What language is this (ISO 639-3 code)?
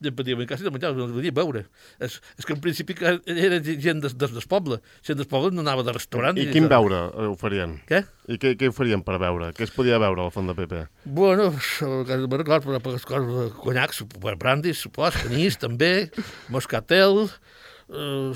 cat